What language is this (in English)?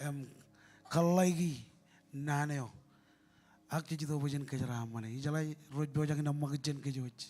Marshallese